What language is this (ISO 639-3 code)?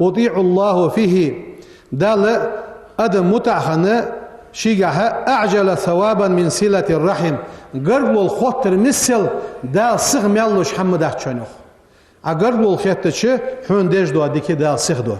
inh